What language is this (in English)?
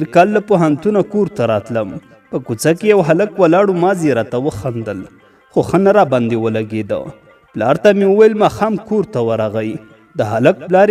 Pashto